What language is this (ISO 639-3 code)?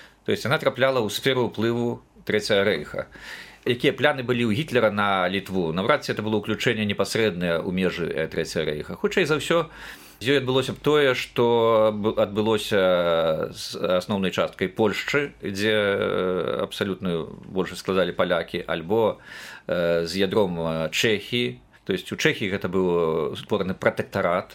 bel